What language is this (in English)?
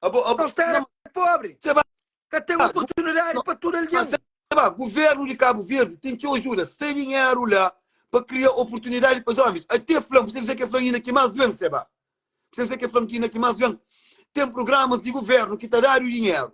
Kabuverdianu